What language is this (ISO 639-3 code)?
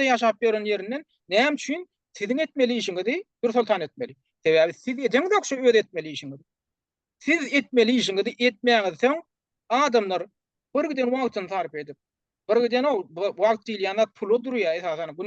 tuk